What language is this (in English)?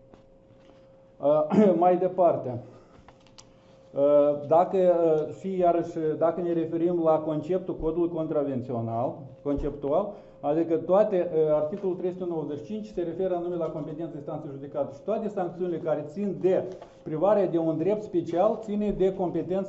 Romanian